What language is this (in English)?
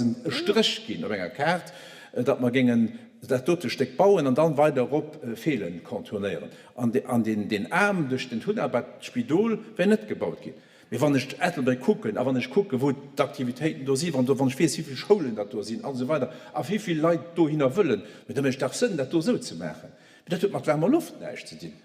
Luxembourgish